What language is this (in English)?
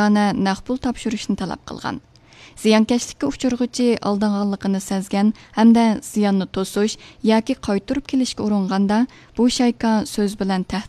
Uyghur